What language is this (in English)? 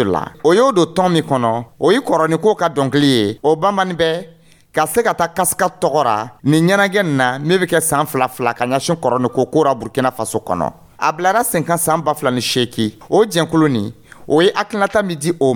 Dyula